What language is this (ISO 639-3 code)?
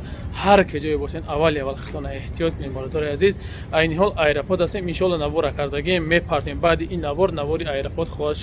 tgk